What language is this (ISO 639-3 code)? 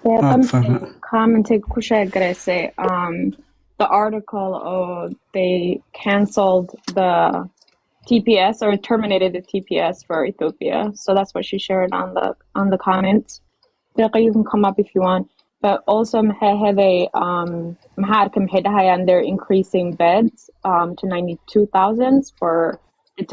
som